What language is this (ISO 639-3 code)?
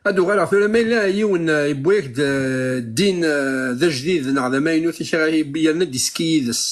kab